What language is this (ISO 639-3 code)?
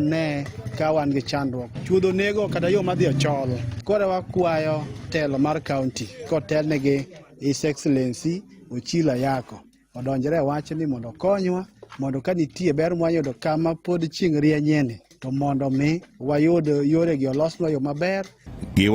luo